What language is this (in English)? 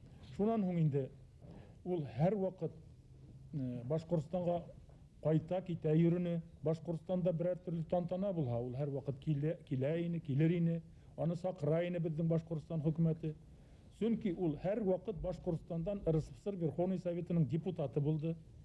Bashkir